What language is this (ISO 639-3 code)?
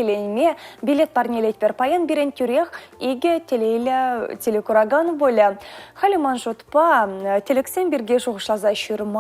chv